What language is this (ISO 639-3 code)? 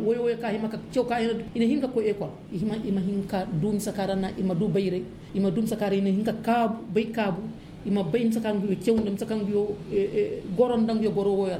ses